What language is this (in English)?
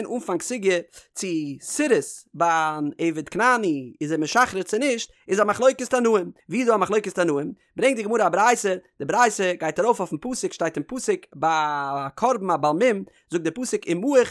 Yiddish